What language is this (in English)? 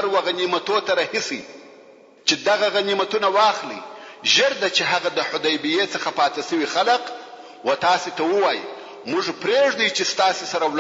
Pashto